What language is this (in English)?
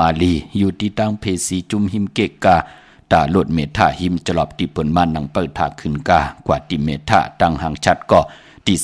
Shan